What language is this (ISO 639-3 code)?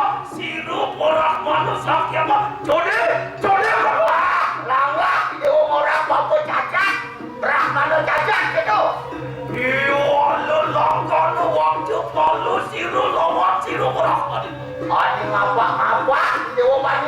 ban